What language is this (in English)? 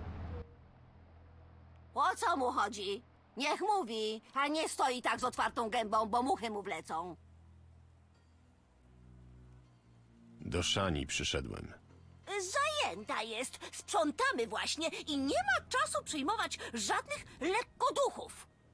Polish